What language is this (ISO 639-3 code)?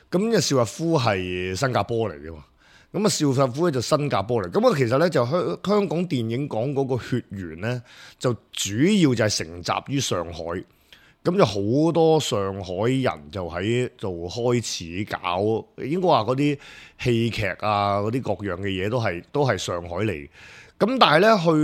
yue